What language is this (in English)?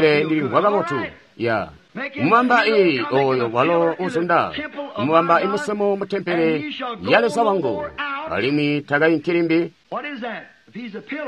Tonga (Zambia)